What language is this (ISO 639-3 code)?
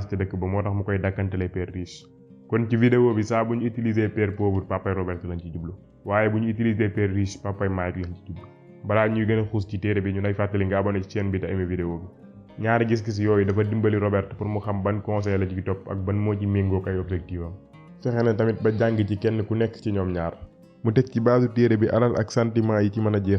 wol